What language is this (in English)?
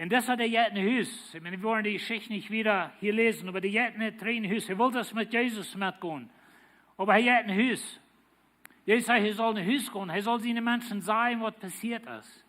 Plautdietsch